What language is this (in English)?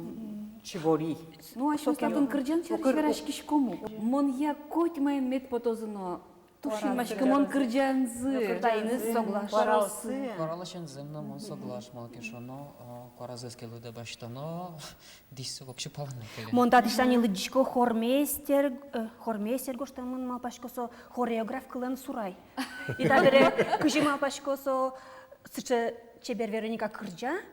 Udmurt